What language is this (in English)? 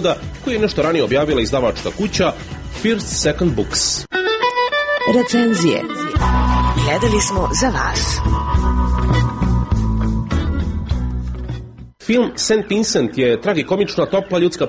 Croatian